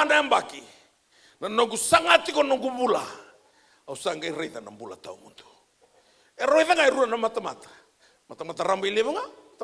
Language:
Fijian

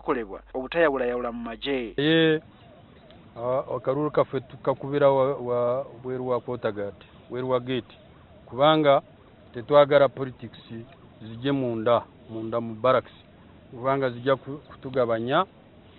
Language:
Ganda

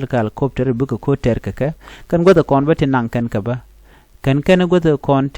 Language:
Nuer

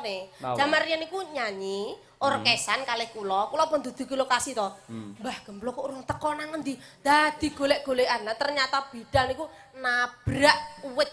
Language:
Javanese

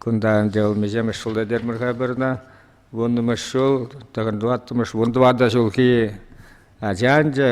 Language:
Chuvash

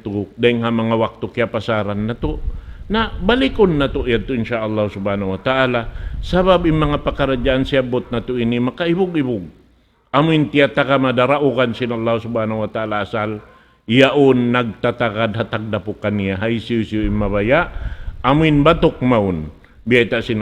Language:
Tausug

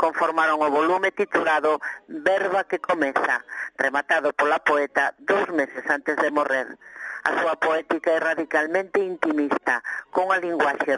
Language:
Galician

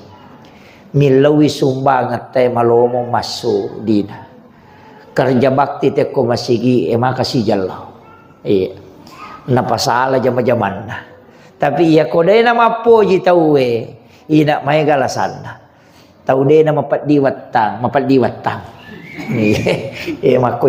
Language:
Buginese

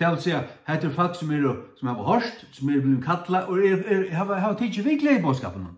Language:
Faroese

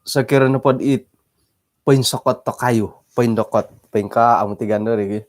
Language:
Central Dusun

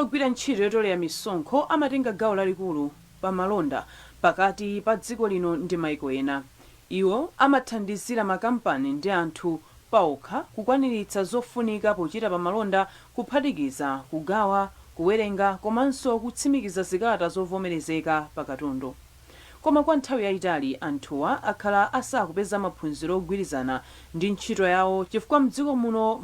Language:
Nyanja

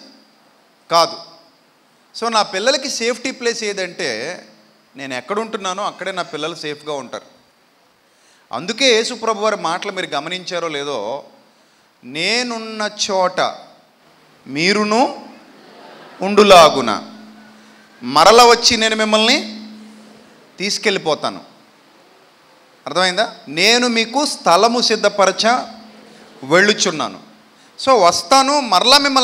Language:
Telugu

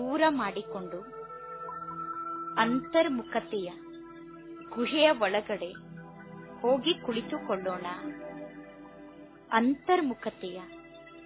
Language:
Kannada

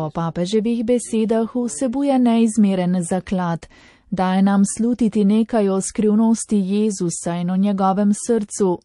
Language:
Slovenian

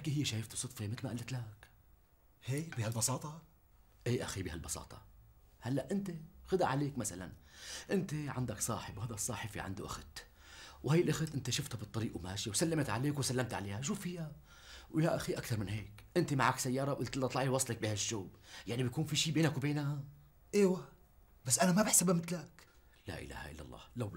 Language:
North Levantine Arabic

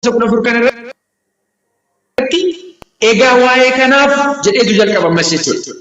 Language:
Oromo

